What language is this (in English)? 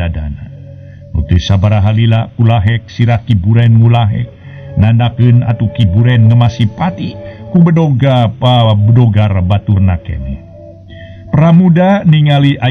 Sundanese